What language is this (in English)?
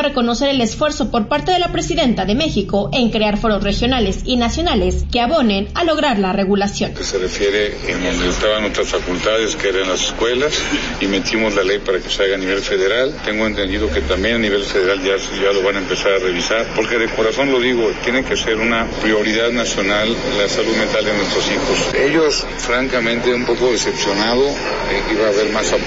Spanish